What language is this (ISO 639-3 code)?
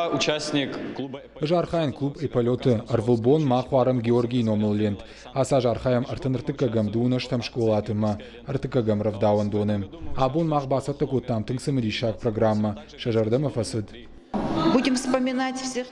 oss